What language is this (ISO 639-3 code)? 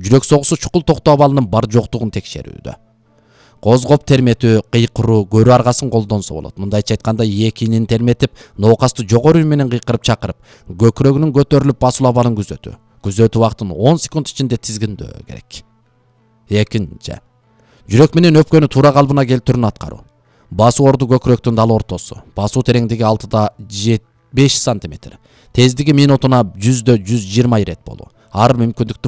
kir